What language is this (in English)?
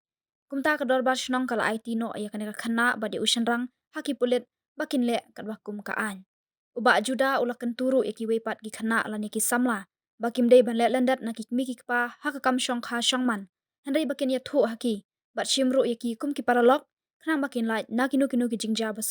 Khasi